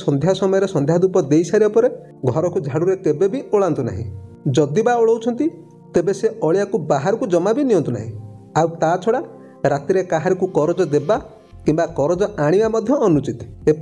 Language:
Odia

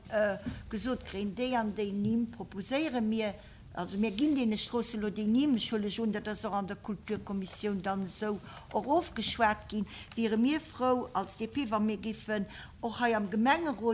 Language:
Luxembourgish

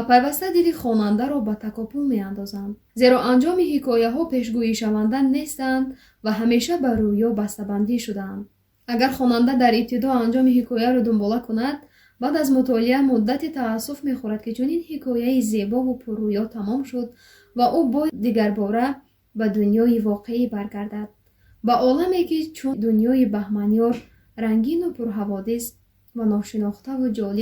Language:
Tajik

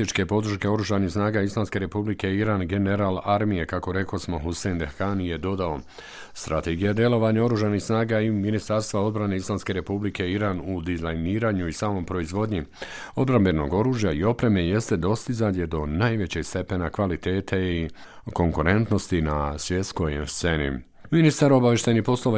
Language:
Bosnian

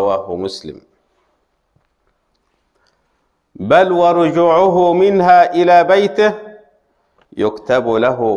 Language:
Arabic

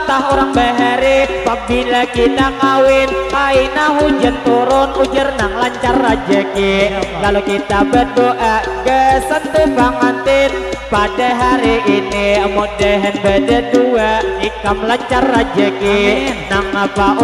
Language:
Banjar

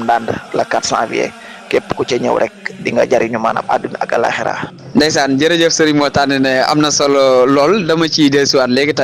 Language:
Wolof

